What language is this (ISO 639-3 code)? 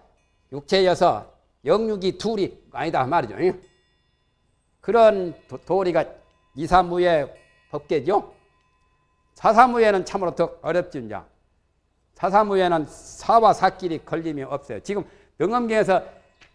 kor